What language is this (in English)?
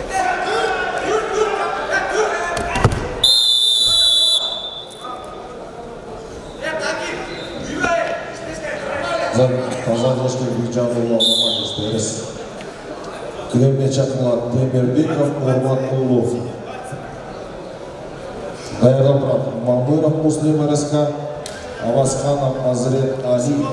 Kazakh